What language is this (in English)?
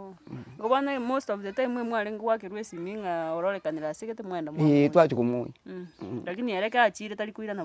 Gusii